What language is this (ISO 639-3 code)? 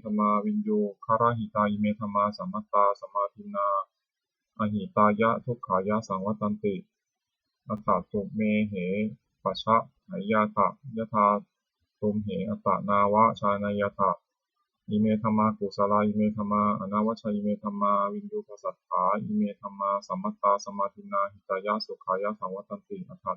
pli